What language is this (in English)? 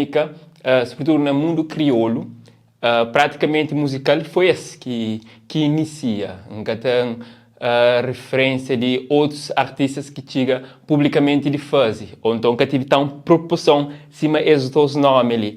Kabuverdianu